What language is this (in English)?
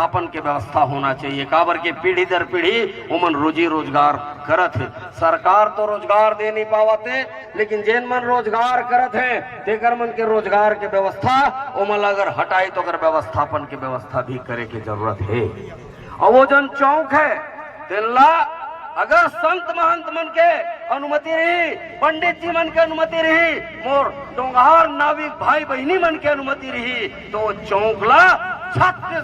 Chhattisgarhi